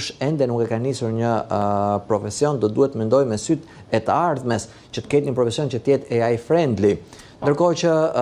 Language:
Albanian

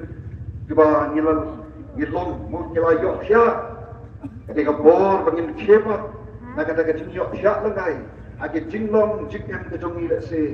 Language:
Khasi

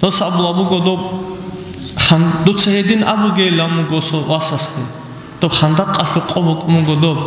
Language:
Avaric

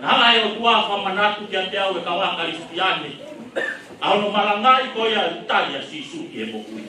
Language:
Tongan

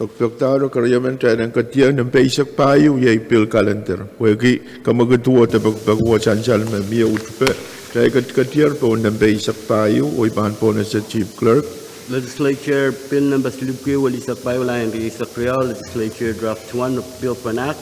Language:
Pohnpeian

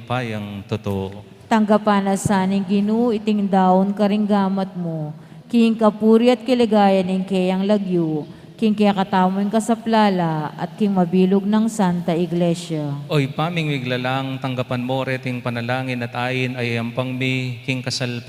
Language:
Pampanga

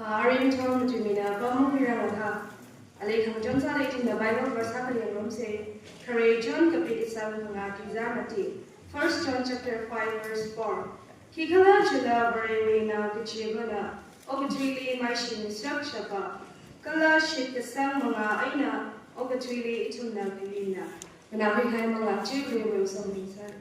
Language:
Tangkhul Naga (India)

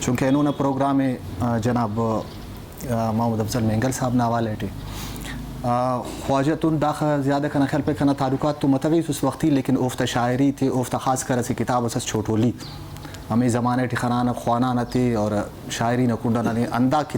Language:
Brahui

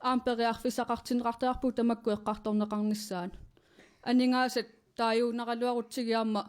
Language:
Kalaallisut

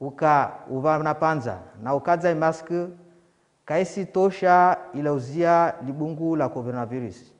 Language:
Ngazidja Comorian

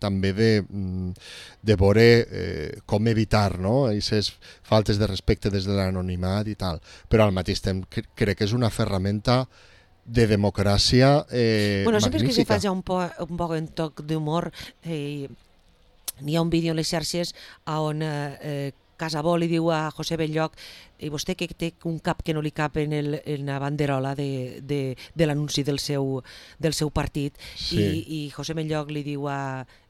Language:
Catalan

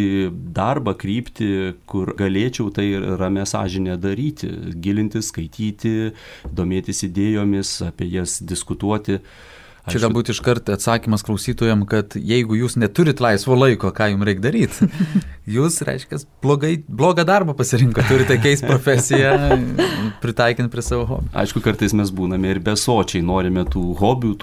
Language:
Lithuanian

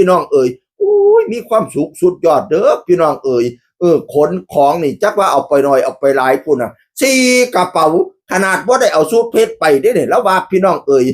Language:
Northeastern Thai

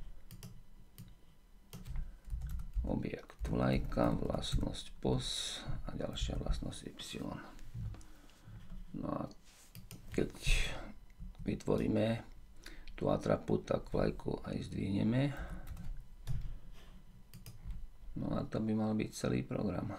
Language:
Slovak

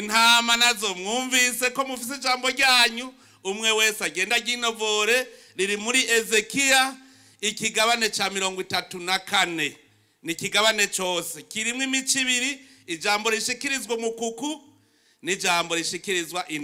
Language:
Rundi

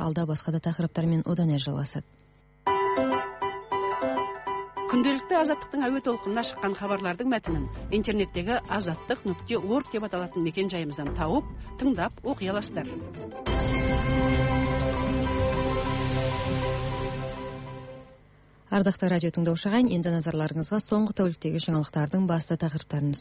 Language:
Kazakh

